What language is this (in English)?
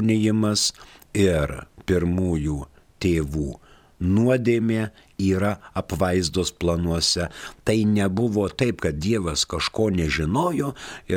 Lithuanian